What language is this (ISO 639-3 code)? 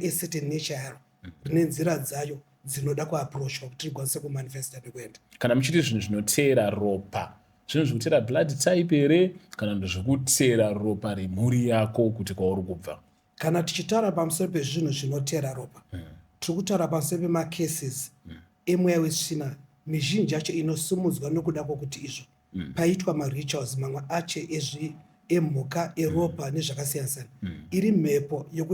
sna